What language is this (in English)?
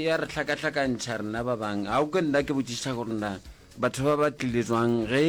Northern Sotho